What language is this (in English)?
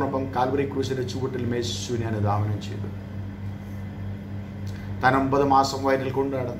Malayalam